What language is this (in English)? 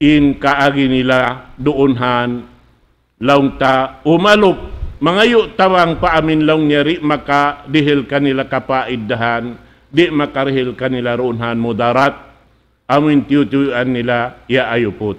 Tausug